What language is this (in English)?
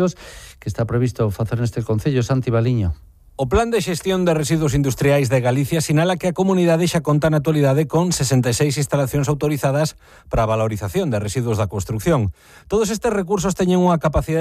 Galician